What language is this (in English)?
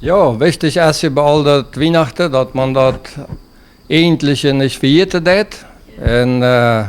Plautdietsch